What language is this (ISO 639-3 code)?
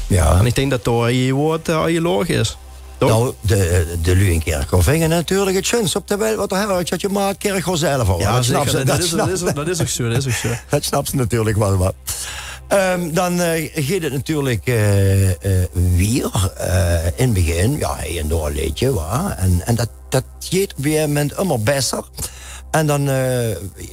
lim